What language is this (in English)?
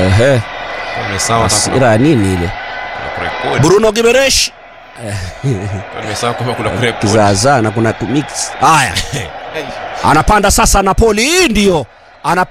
Swahili